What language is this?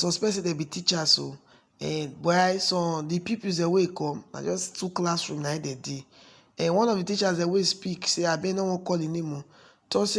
Nigerian Pidgin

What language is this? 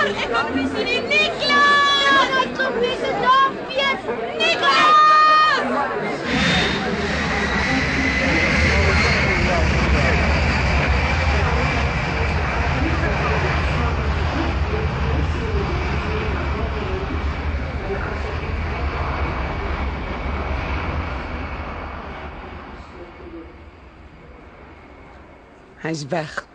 Afrikaans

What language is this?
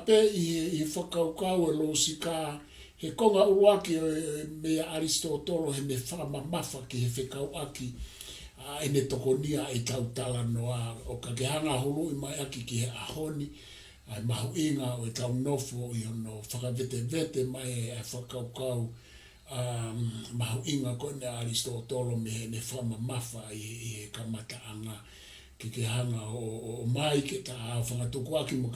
Tongan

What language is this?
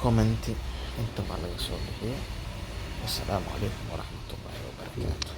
Somali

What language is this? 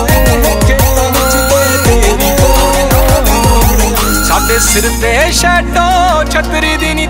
Punjabi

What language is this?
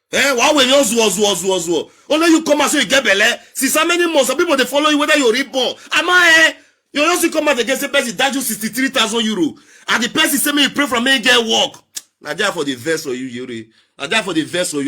Nigerian Pidgin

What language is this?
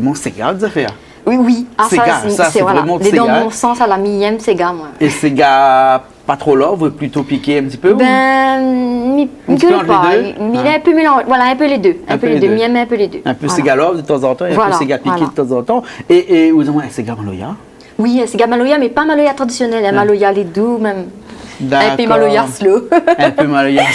Réunion Creole French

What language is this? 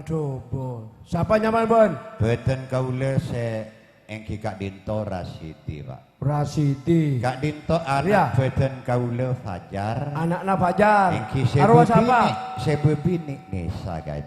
Madurese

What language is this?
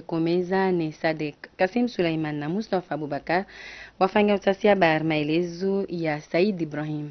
Ngazidja Comorian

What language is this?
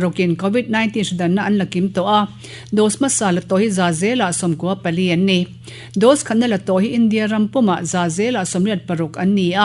Mizo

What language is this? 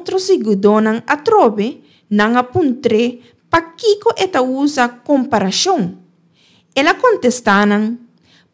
Papiamento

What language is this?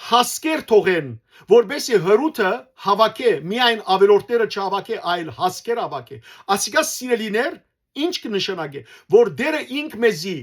Western Armenian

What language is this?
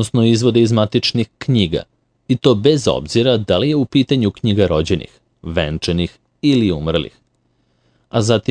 Serbian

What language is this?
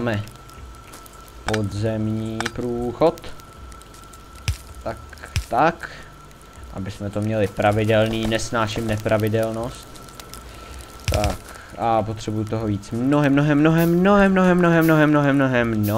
Czech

